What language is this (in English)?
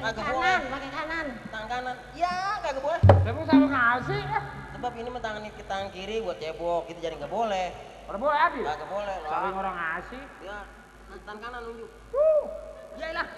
Betawi